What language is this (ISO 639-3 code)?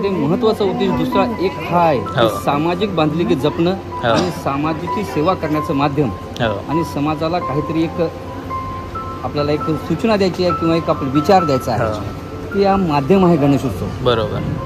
mar